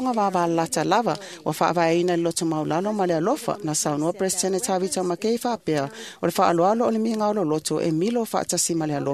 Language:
Samoan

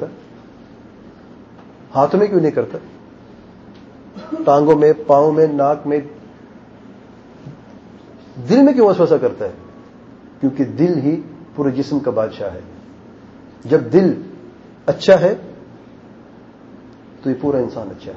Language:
Urdu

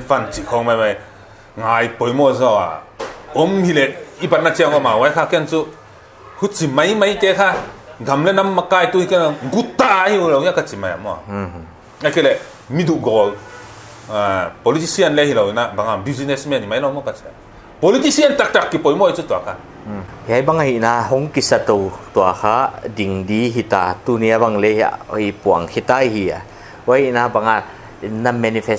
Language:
Paite Chin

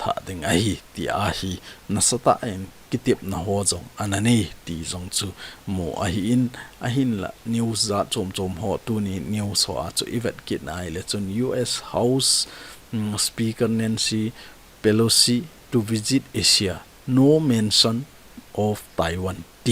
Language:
Thado Chin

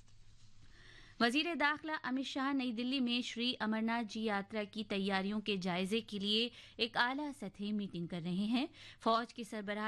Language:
Urdu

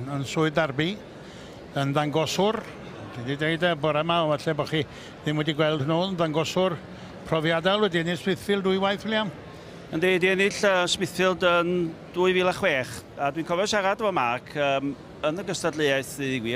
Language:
Welsh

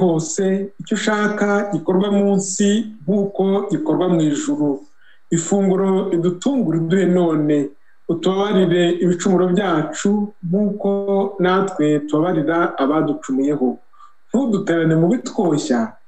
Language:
Kinyarwanda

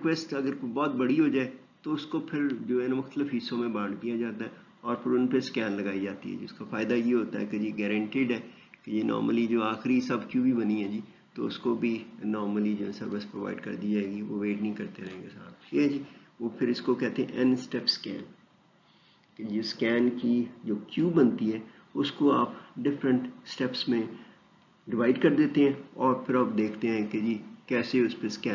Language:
Urdu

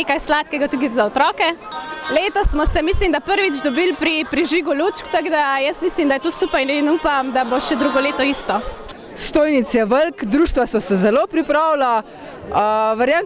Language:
Slovenian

